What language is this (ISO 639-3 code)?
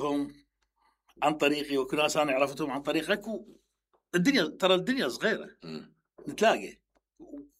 acm